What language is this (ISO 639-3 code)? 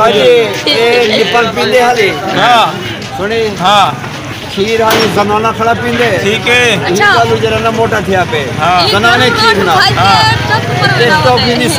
skr